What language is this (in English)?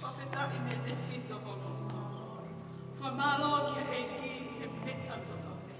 Tongan